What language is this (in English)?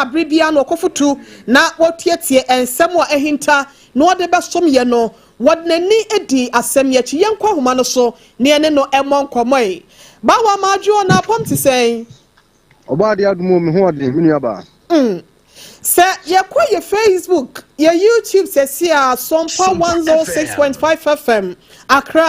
Akan